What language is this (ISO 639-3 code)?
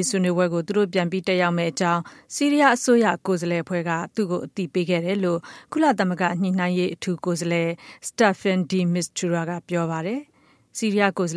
mya